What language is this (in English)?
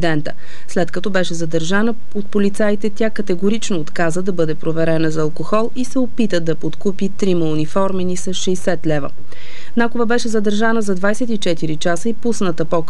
Bulgarian